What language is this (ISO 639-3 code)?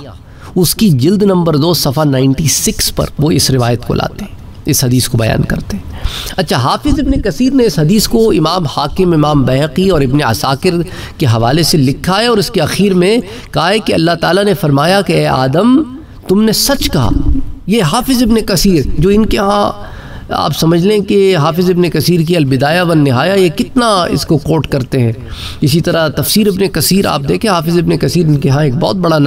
urd